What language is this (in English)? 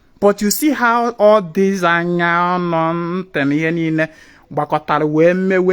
Igbo